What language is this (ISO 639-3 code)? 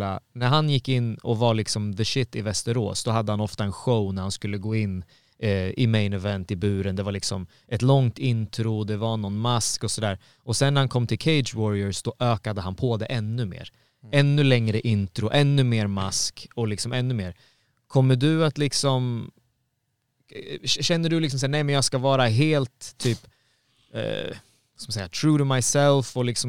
swe